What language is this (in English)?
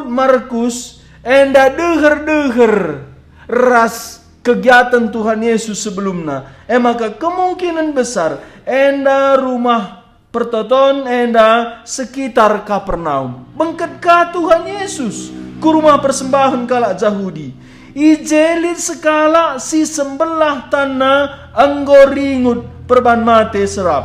Batak Karo